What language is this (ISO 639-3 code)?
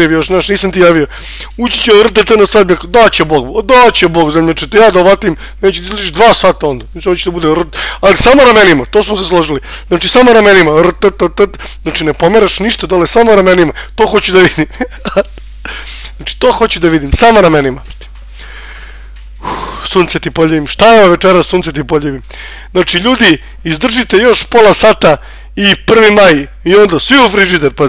srp